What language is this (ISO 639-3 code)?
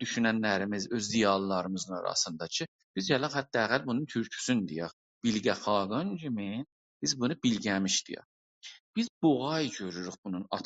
azb